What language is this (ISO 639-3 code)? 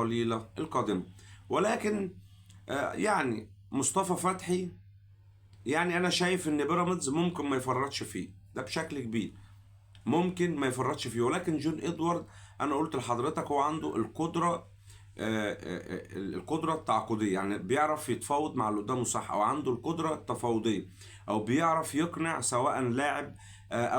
arz